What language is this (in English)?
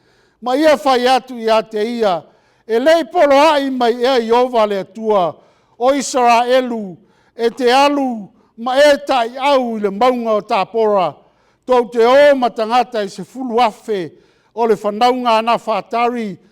Samoan